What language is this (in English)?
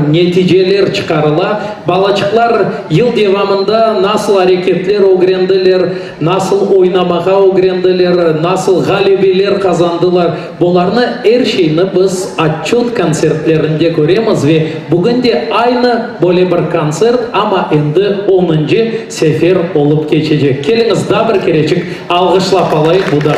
Crimean Tatar